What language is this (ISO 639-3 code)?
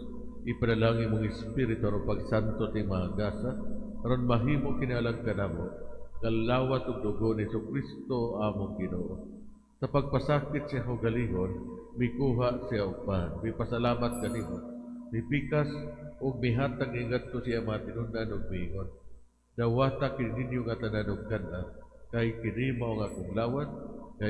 ceb